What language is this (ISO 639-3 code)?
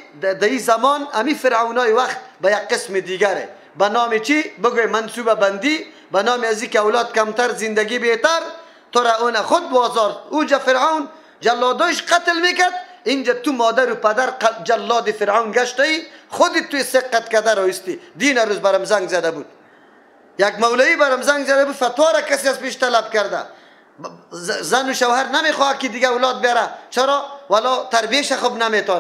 fas